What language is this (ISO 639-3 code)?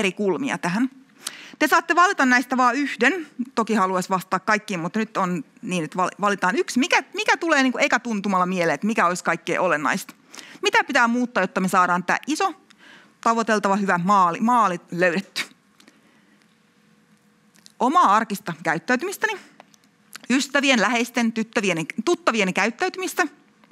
fin